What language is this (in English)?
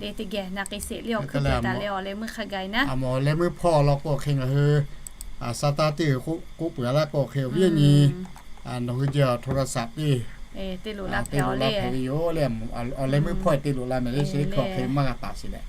Lahu